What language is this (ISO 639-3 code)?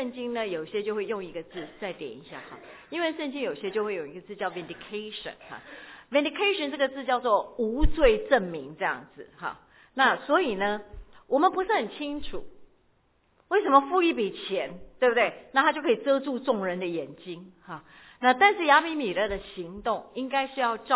zho